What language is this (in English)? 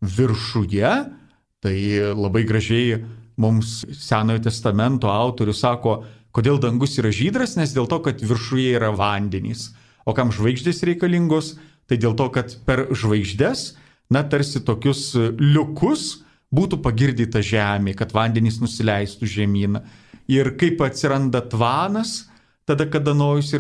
Lithuanian